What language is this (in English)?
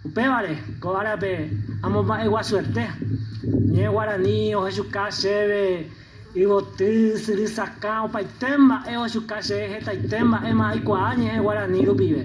Guarani